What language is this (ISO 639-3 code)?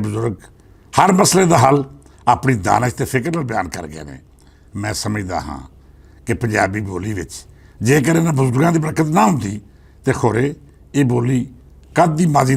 lah